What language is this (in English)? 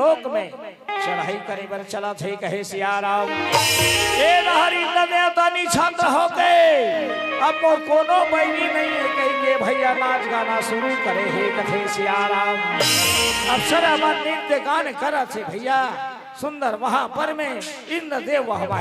Chhattisgarhi